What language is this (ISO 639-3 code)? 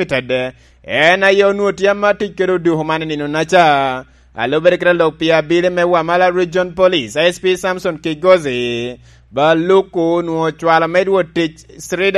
laj